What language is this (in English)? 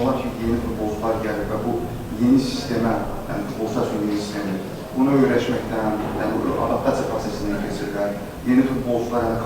Azerbaijani